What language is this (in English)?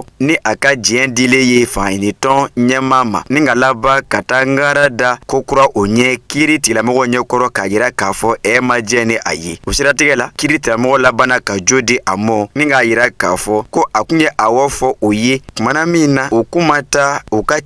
Bambara